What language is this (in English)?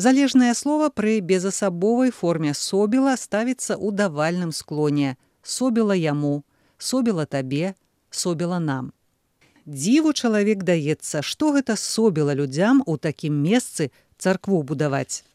Belarusian